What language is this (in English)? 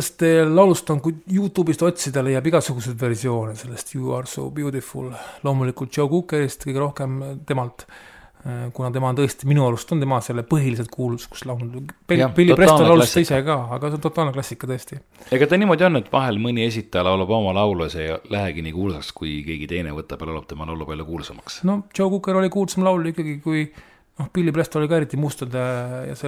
Estonian